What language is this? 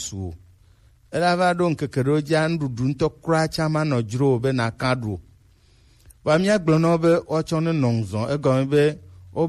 Gen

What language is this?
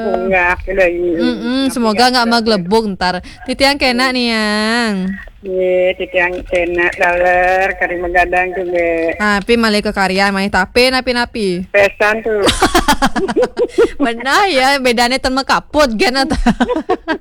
Balinese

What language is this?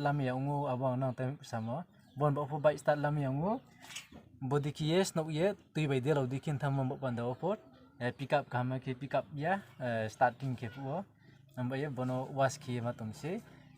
Riang (India)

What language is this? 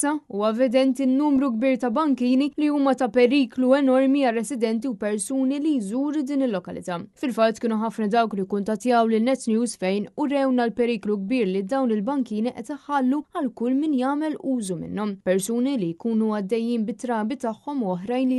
Maltese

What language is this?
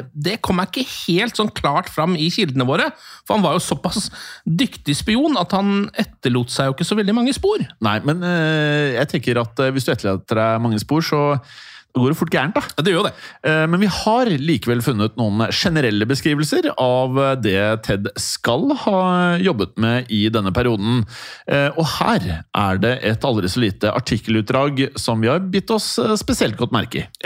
Norwegian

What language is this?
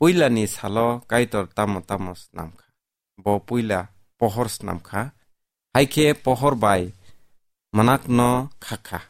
Kok Borok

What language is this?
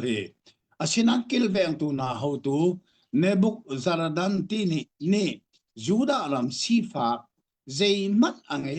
Hakha Chin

